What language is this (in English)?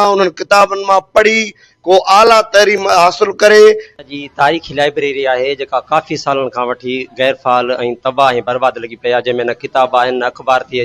Sindhi